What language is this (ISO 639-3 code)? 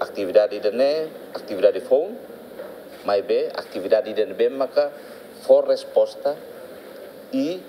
tet